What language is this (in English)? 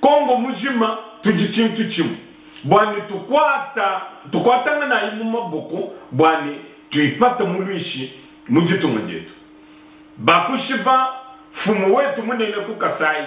Luba-Lulua